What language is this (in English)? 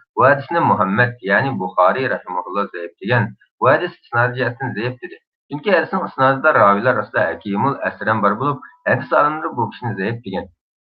Uyghur